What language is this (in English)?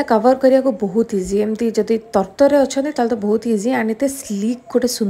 Odia